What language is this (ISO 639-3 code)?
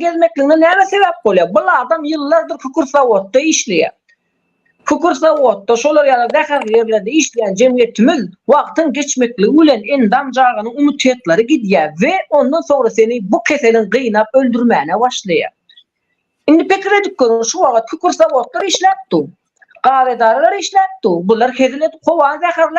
tuk